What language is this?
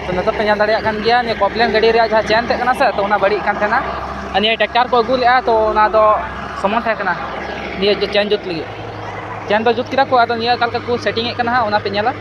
Santali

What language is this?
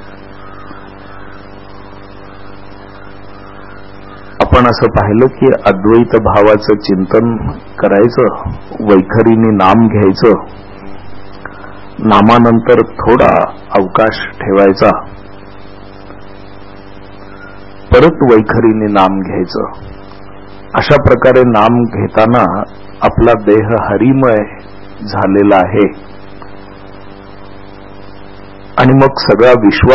Marathi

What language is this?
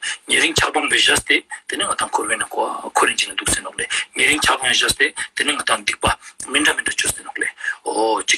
Ladakhi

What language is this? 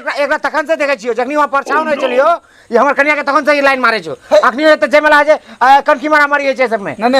Maithili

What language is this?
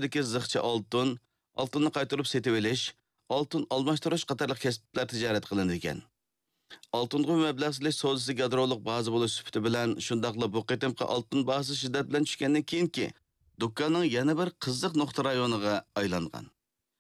Uyghur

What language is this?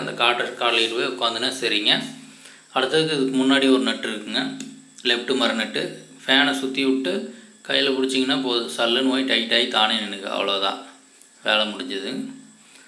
Tamil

